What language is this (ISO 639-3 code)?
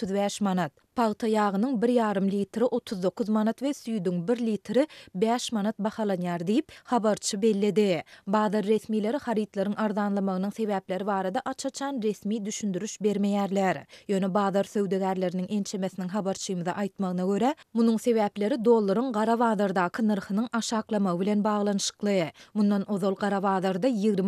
tuk